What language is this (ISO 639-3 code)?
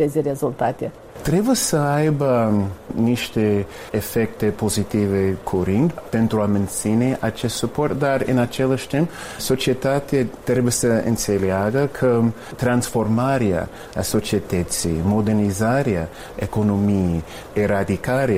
ron